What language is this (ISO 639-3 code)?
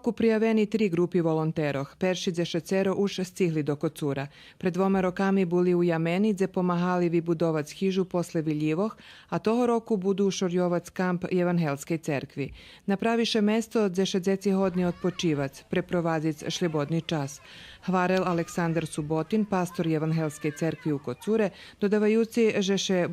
rue